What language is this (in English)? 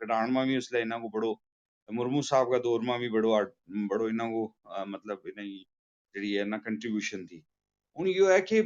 Gujari